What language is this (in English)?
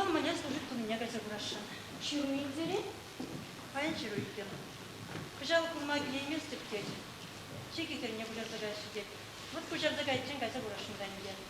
Chuvash